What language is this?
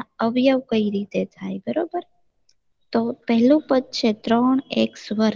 Gujarati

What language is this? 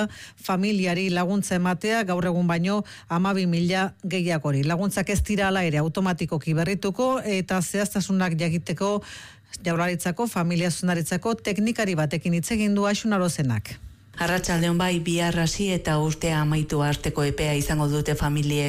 Basque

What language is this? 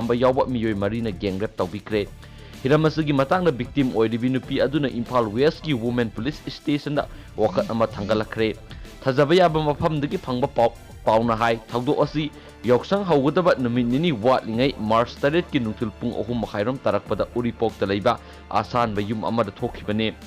Manipuri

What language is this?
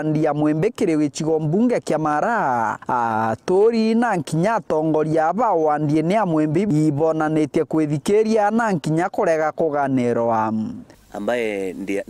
Meru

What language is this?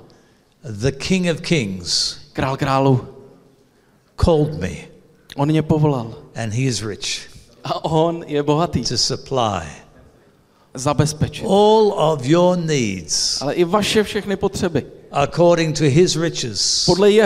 Czech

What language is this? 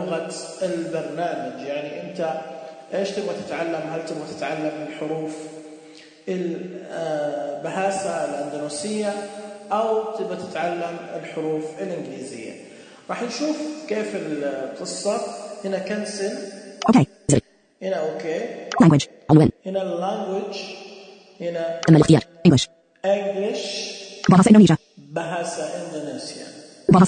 Najdi Arabic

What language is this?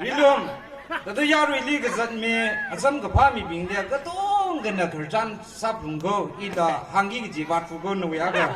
Tangkhul Naga (India)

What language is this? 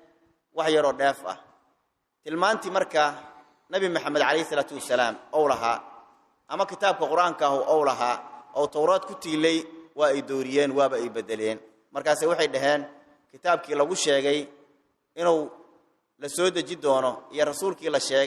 Somali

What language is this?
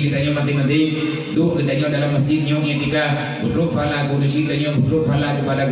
Achinese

